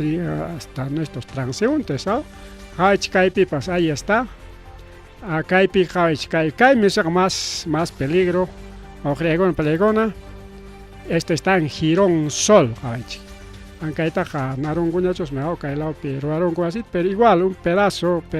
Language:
Ayacucho Quechua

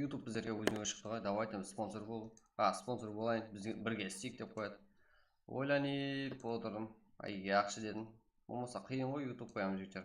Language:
Kara-Kalpak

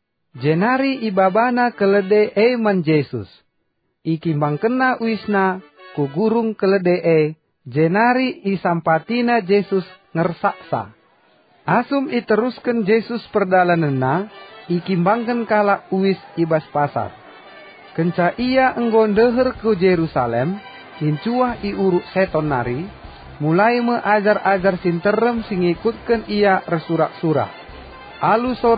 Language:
Batak Karo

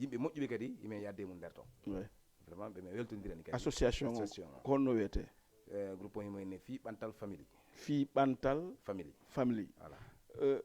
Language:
Fula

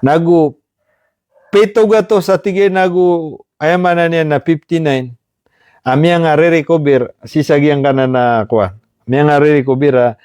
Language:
Maranao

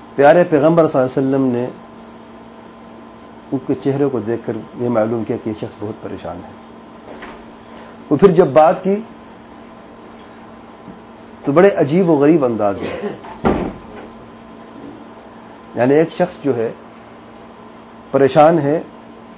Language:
Urdu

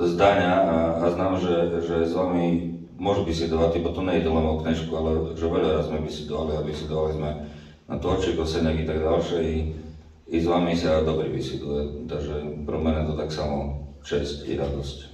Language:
Rusyn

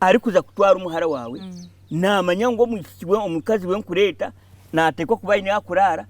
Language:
Nyankole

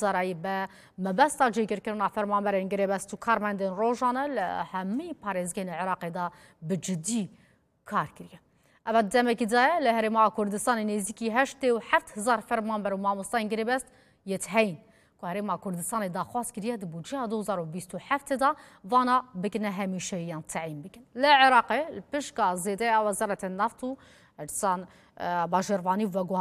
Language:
Kurdish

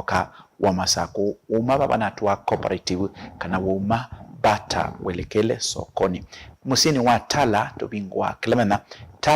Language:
Kamba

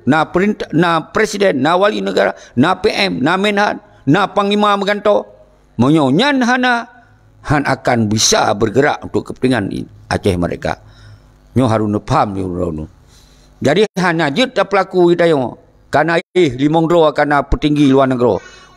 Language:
Achinese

